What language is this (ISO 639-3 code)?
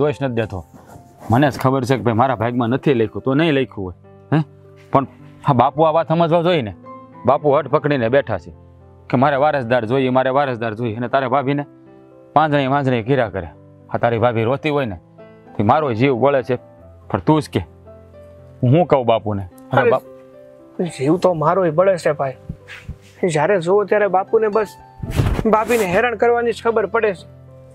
guj